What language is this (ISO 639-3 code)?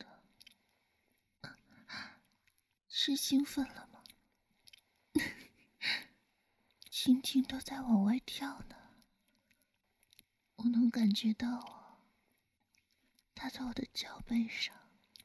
zho